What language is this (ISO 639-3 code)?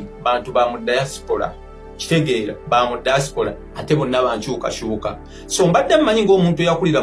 lug